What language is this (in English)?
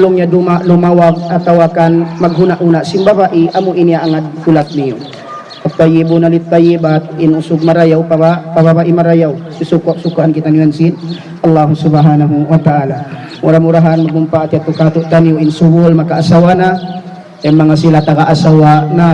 Tausug